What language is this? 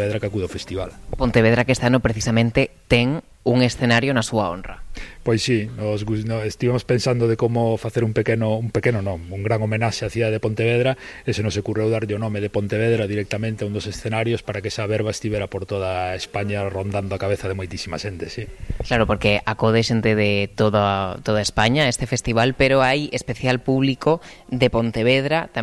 Galician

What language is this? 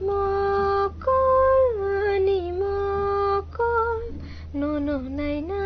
Kok Borok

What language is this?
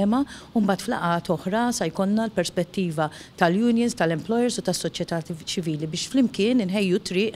Maltese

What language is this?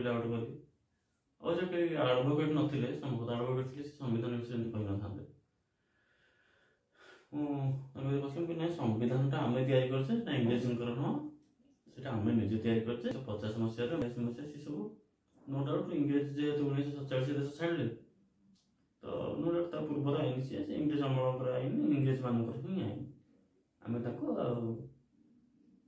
Odia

